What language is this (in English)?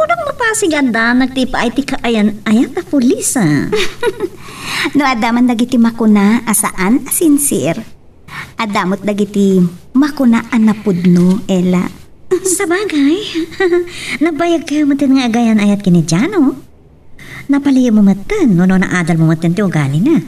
Iloko